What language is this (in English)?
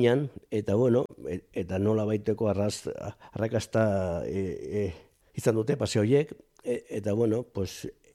Basque